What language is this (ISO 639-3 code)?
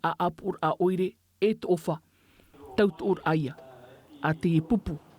tah